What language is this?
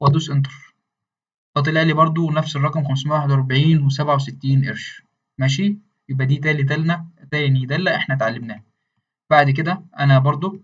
Egyptian Arabic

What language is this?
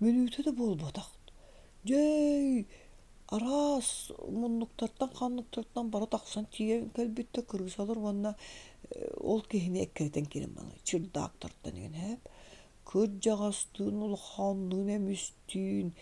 Yakut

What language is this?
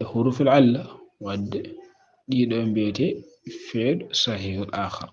Fula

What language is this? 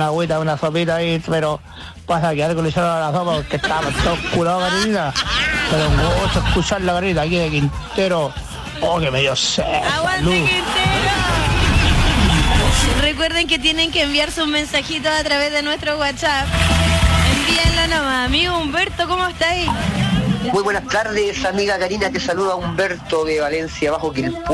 Spanish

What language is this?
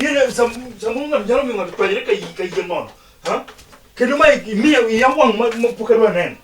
Luo (Kenya and Tanzania)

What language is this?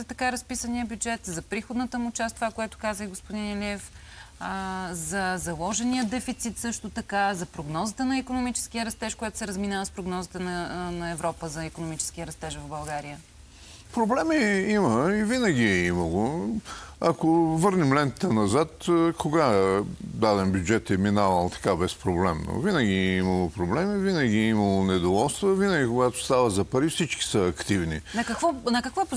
Bulgarian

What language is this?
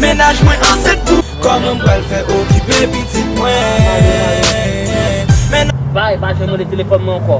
Haitian Creole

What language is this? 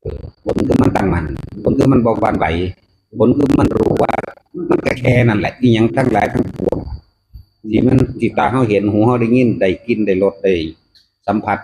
Northeastern Thai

